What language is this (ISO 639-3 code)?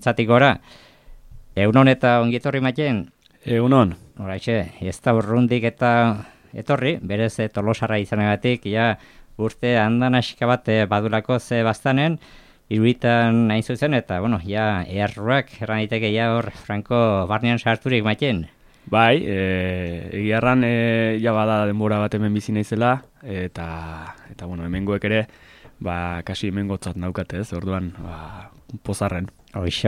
eus